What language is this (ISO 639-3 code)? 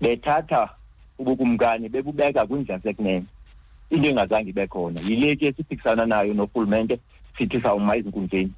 xho